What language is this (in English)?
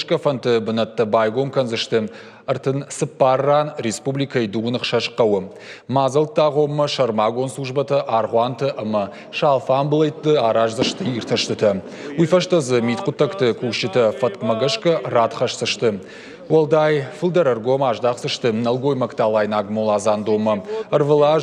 Ossetic